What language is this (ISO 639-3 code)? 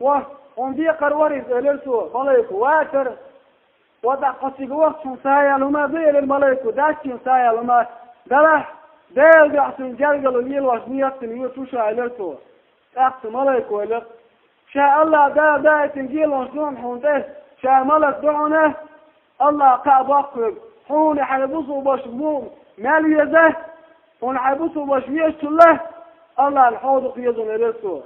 che